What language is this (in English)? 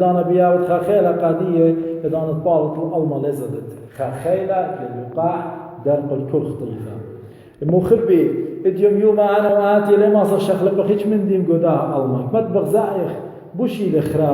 Assyrian Neo-Aramaic